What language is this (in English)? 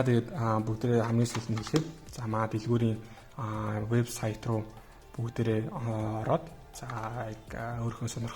Mongolian